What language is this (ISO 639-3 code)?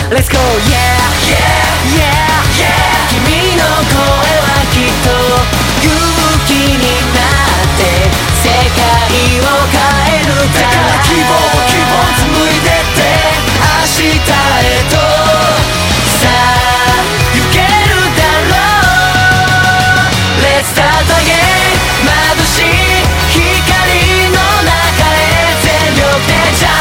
jpn